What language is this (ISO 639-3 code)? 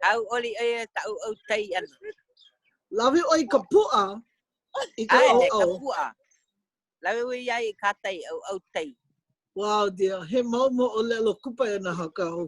haw